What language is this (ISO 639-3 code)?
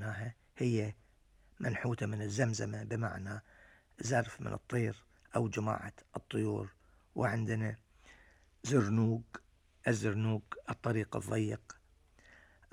afb